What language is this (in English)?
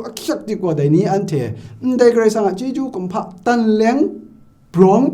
Kachin